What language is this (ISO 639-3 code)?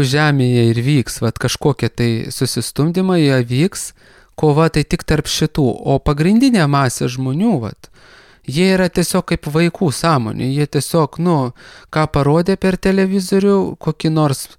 lit